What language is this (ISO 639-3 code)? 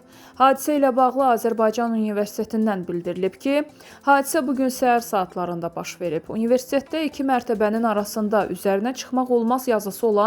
aze